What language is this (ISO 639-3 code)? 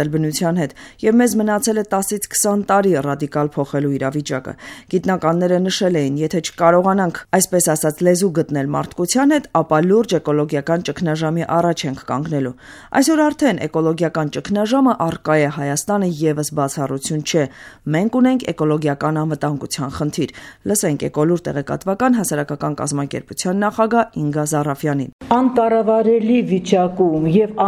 hye